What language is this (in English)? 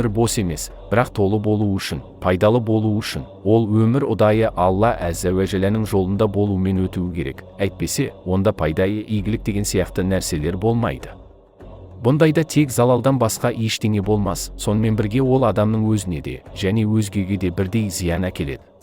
Kazakh